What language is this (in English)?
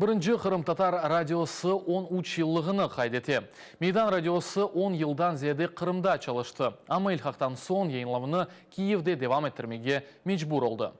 Crimean Tatar